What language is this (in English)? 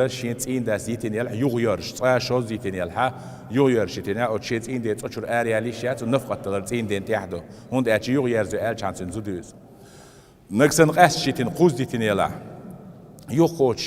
Chechen